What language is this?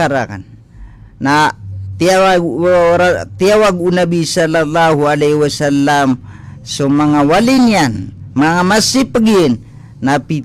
Maranao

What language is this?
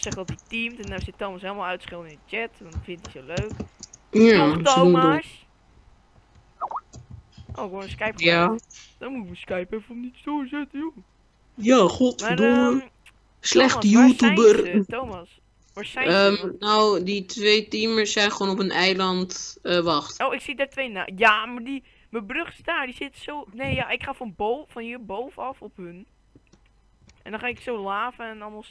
Dutch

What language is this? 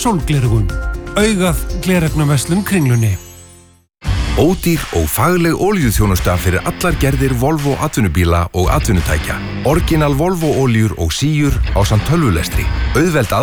Icelandic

